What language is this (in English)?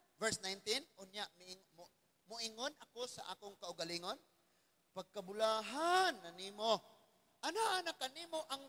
Cebuano